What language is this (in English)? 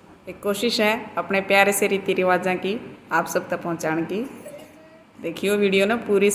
Haryanvi